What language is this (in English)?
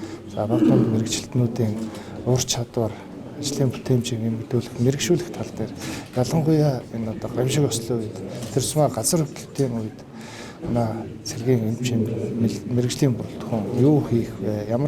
Mongolian